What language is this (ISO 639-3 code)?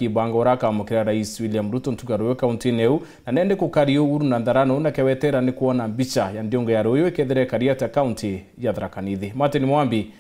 mer